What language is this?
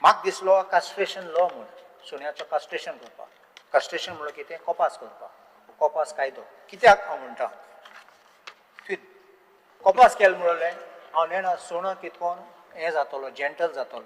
Konkani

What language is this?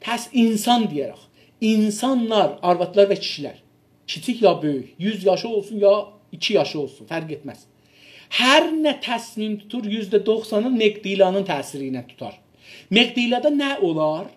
South Azerbaijani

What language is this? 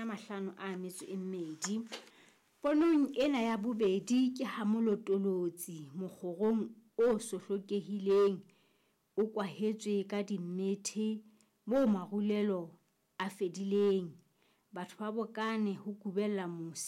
Southern Sotho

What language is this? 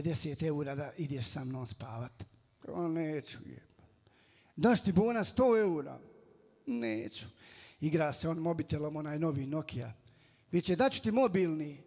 Bosnian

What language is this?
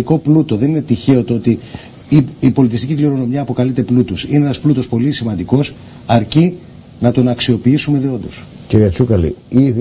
Greek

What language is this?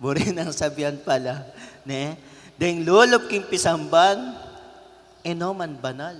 Pampanga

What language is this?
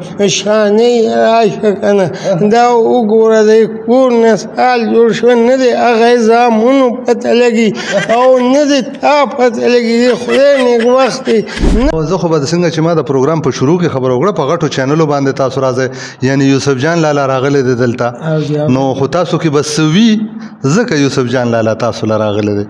Pashto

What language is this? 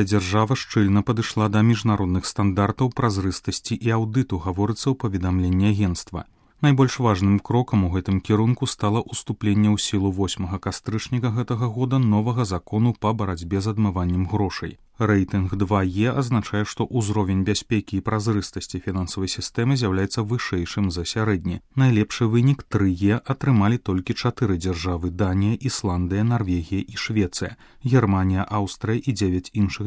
Belarusian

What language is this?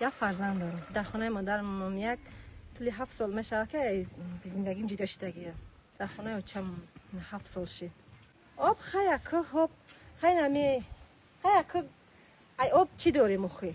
Tajik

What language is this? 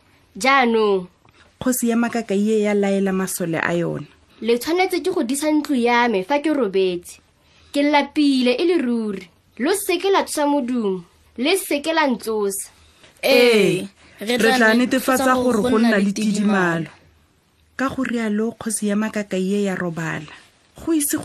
Tswana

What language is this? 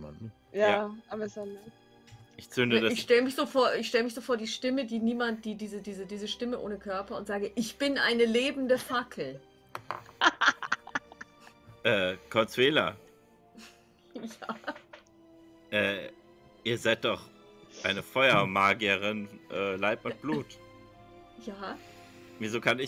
German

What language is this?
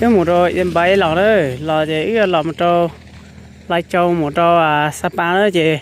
Hmong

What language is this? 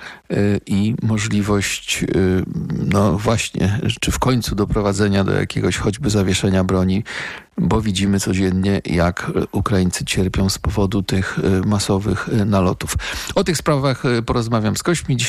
Polish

